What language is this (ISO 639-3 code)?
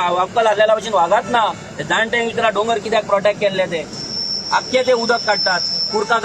kok